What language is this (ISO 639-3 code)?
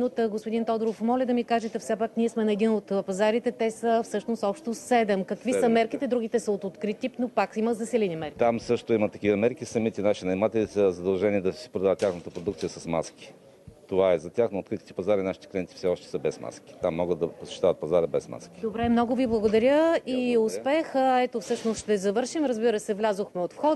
bul